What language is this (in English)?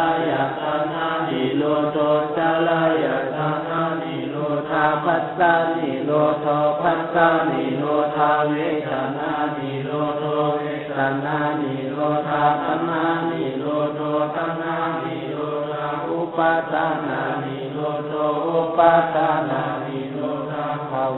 Pali